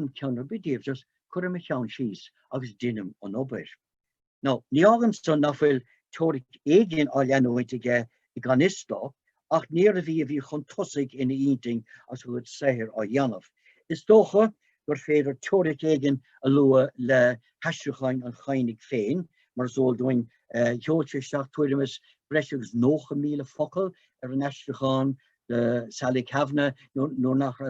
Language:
Irish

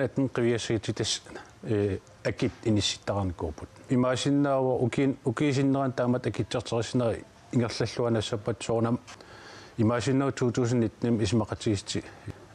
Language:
Kalaallisut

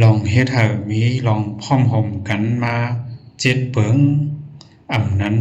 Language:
Shan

